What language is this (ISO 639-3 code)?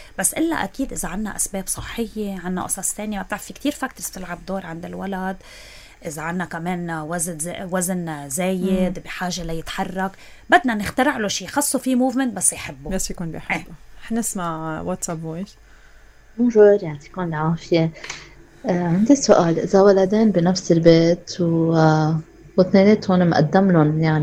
apc